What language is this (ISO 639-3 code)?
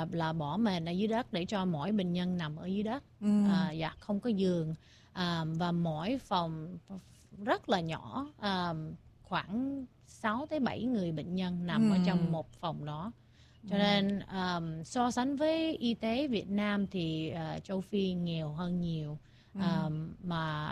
vie